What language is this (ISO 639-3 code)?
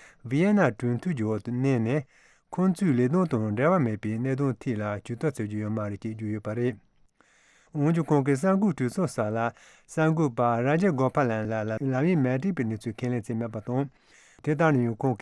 bod